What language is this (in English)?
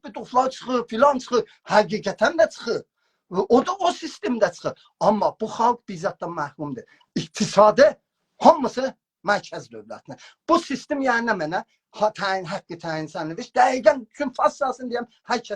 South Azerbaijani